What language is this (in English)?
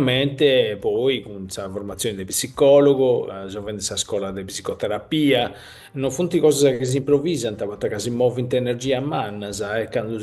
Sardinian